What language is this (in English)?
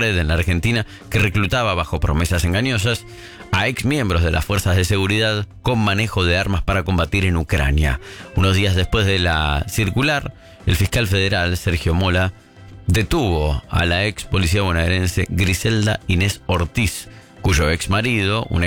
Spanish